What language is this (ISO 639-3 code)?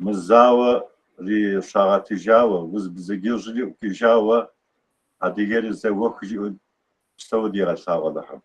kbd